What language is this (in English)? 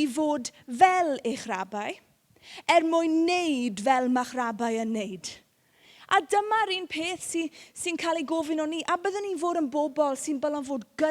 Welsh